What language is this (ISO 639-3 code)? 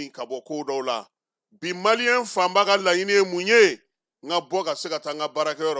bam